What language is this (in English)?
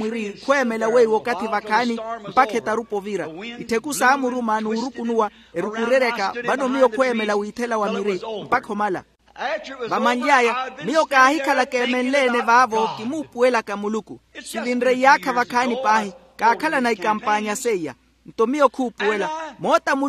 Makhuwa